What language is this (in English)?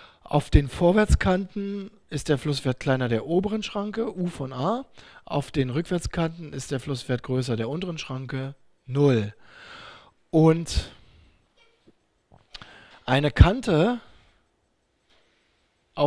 German